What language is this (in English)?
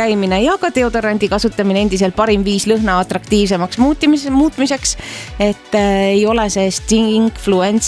Estonian